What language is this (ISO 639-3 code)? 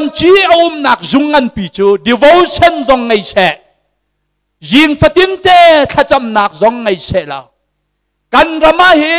cnh